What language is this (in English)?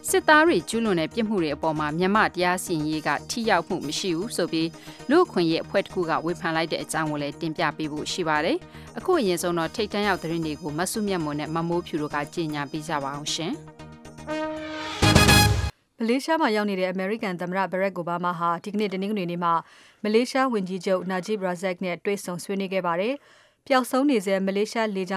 Burmese